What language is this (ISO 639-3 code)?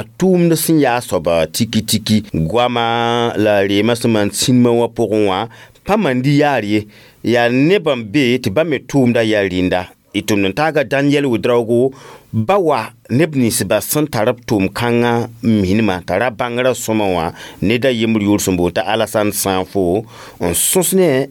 mos